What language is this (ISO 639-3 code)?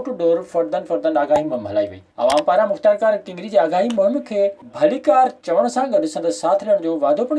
snd